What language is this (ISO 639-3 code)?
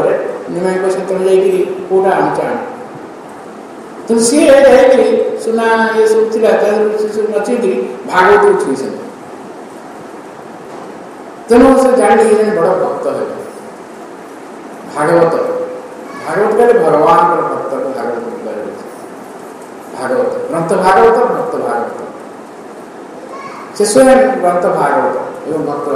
ori